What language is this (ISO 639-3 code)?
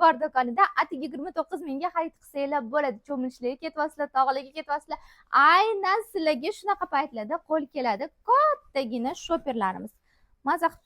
uzb